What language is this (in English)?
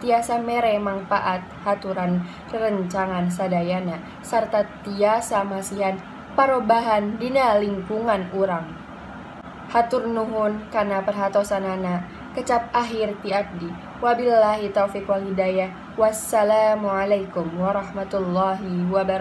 Sundanese